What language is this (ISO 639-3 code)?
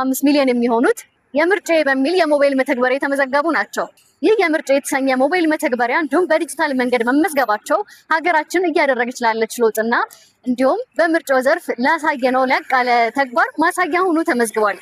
amh